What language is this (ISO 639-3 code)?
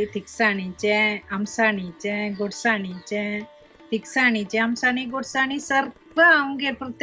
kok